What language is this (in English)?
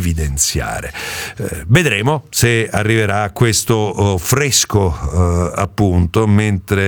Italian